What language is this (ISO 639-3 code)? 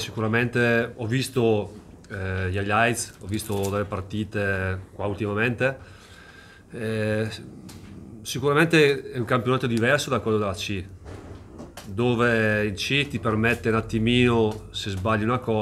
ita